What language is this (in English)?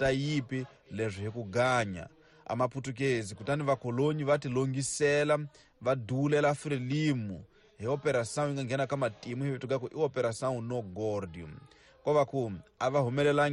Tsonga